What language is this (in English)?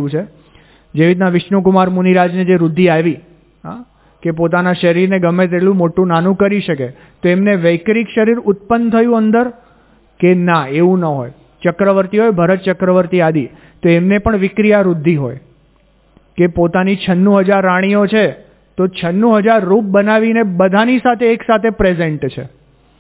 Gujarati